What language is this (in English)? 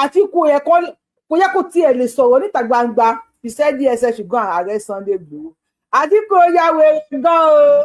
Yoruba